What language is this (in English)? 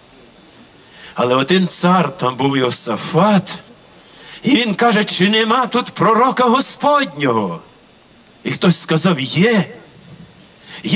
Ukrainian